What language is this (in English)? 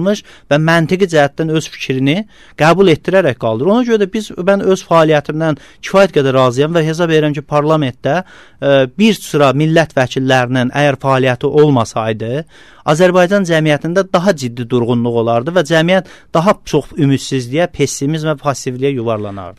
Azerbaijani